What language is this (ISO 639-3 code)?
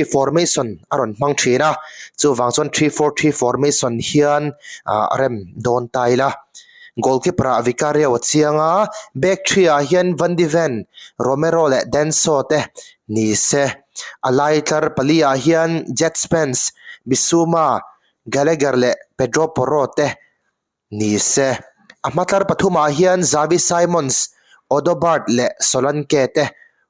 lus